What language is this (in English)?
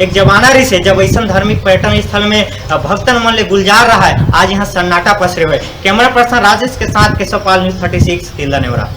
Chhattisgarhi